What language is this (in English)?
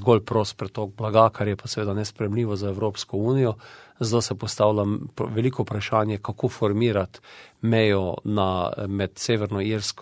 Slovenian